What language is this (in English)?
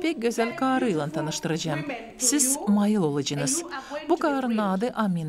Gagauz